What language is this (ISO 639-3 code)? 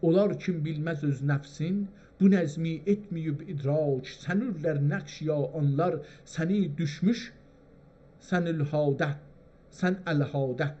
azb